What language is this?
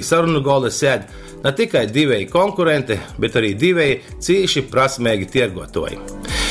Latgalian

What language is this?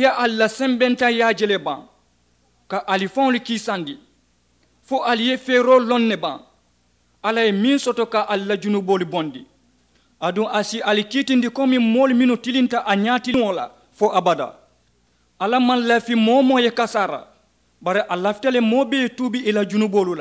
Mandingo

